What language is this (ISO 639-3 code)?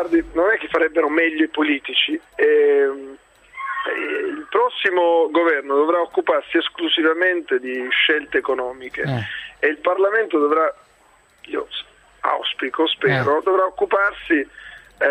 ita